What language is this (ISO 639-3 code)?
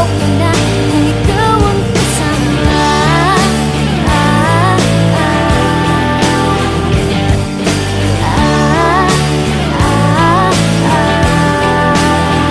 fil